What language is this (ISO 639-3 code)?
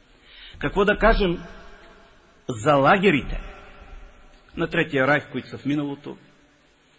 bul